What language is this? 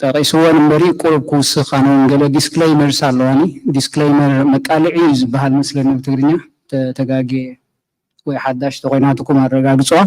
Tigrinya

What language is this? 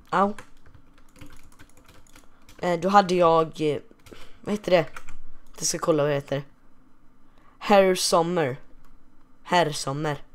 Swedish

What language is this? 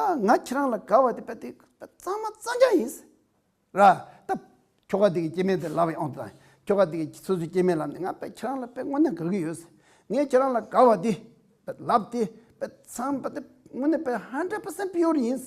Tibetan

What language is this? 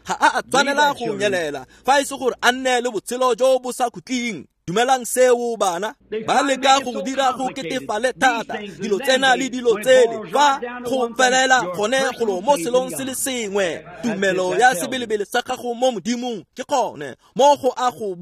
Tswana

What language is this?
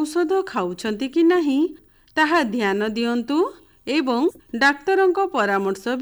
Odia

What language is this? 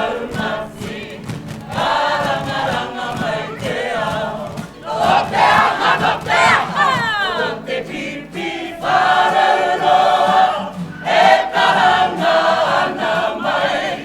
Māori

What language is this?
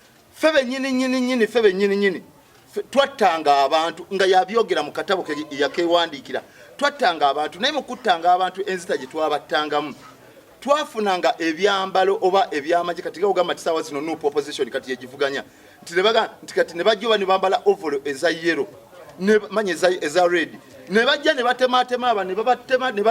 Ganda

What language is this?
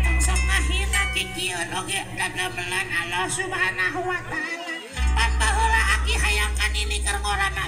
Sundanese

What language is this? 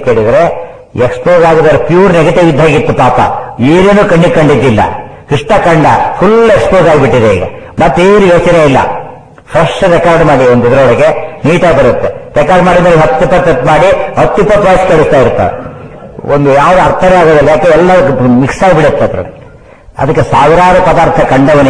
Kannada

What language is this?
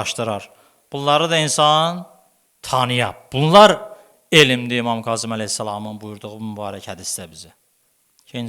Azerbaijani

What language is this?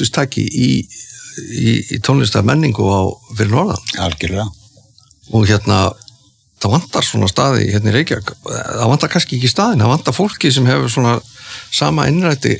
Icelandic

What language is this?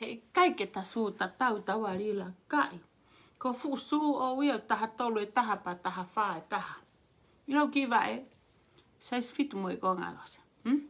Tongan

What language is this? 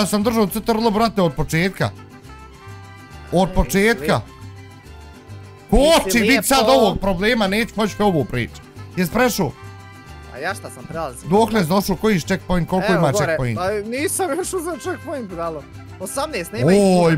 Bosnian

